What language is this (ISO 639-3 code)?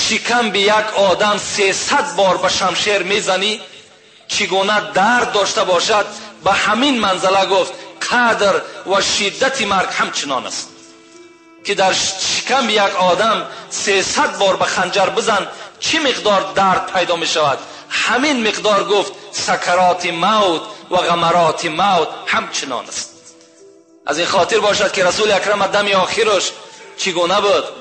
tgk